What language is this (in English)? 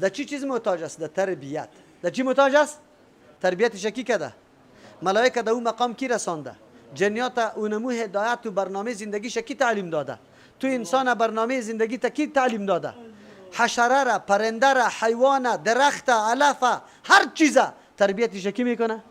Persian